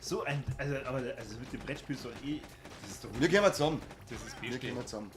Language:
Bavarian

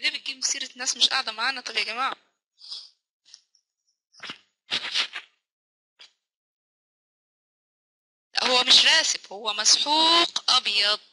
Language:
Egyptian Arabic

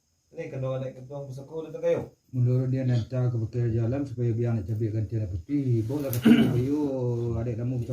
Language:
Minangkabau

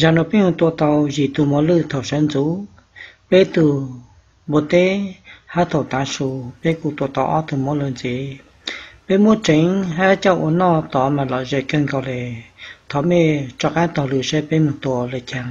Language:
Hmong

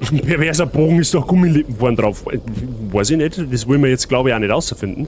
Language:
Bavarian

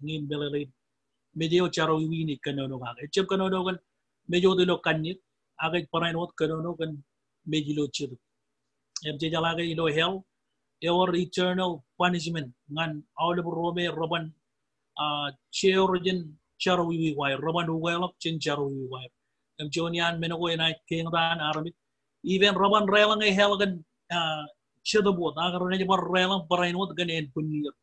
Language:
Marshallese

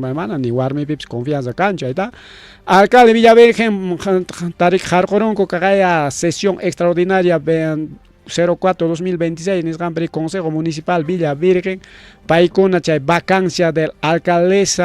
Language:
Ayacucho Quechua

